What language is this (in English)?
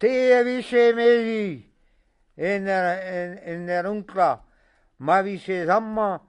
Breton